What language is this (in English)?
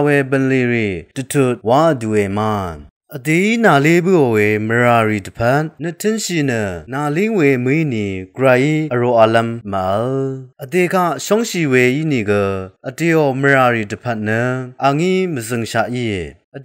Rawang